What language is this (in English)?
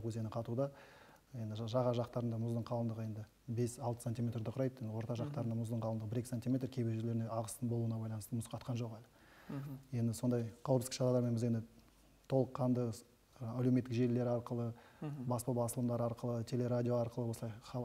Kazakh